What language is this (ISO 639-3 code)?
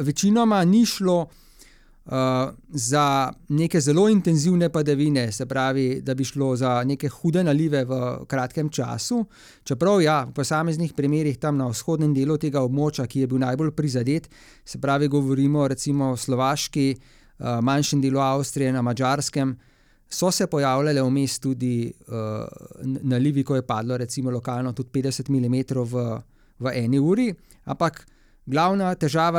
slv